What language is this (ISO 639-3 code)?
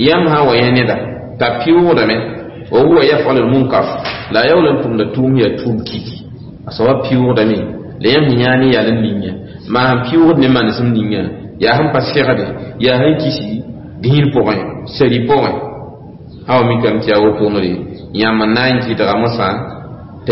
mos